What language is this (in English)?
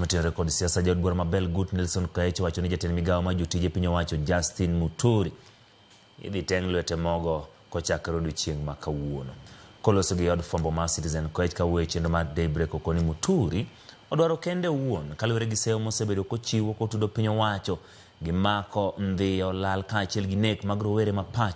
Luo (Kenya and Tanzania)